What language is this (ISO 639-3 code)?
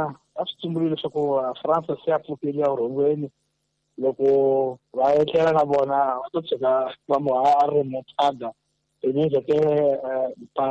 tso